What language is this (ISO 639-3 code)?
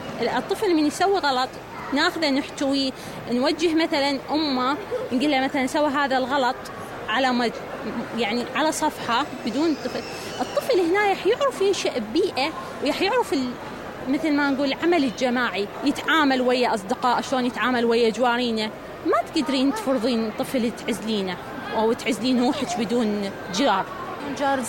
acm